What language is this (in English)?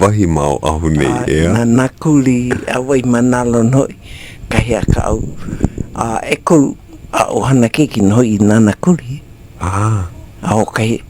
Hawaiian